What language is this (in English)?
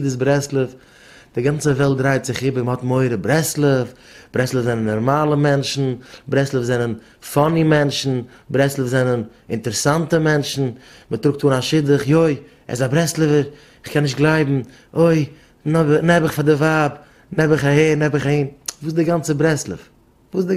Yiddish